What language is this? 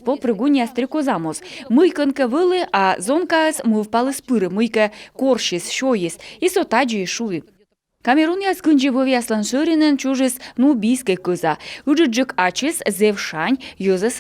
Komi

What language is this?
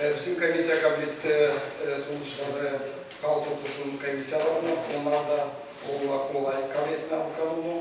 Gagauz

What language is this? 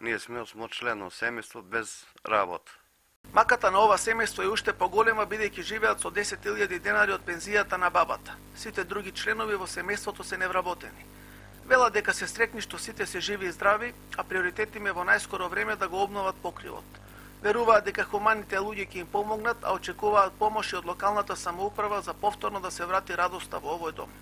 Macedonian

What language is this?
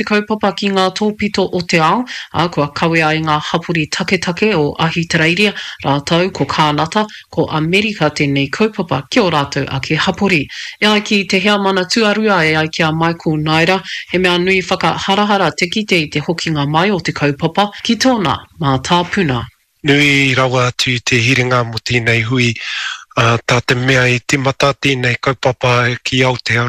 Māori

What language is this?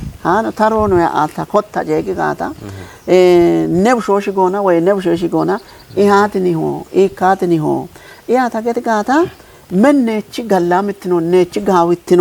Kafa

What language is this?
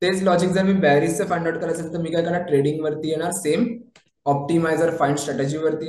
Marathi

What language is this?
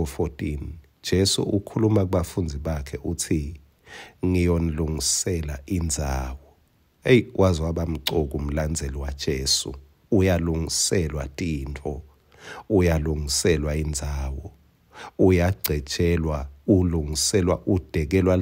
Swati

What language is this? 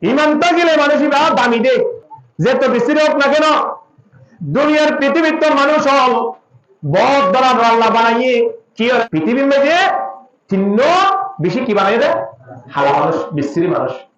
Rohingya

